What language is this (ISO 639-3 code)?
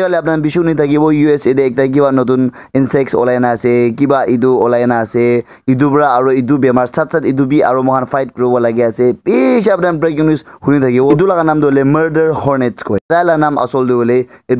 nag